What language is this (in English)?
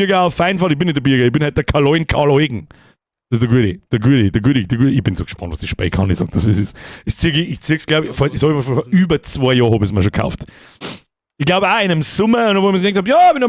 Bavarian